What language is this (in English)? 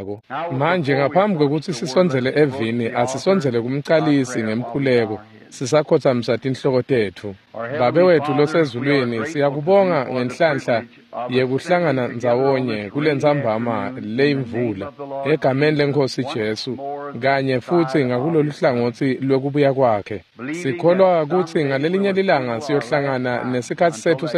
Swati